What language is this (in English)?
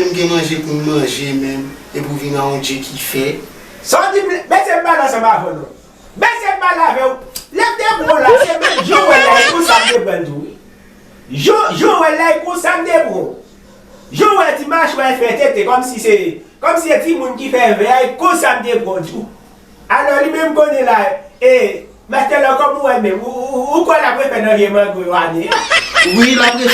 Haitian Creole